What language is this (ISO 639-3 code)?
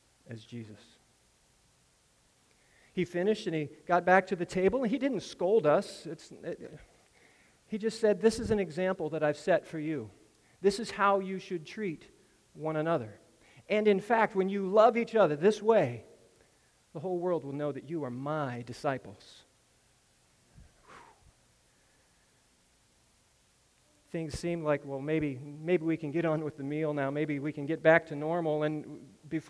eng